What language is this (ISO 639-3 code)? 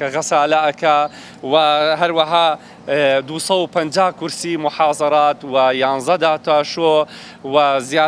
ckb